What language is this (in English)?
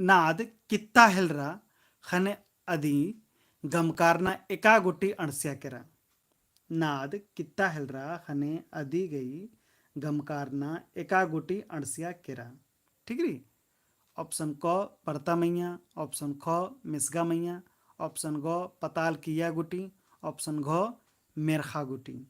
Kurukh